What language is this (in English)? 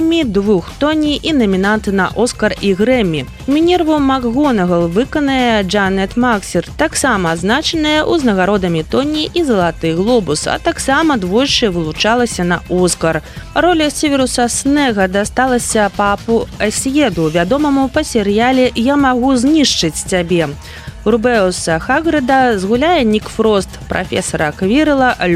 Belarusian